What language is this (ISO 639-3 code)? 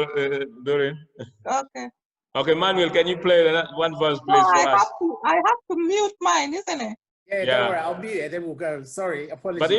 ach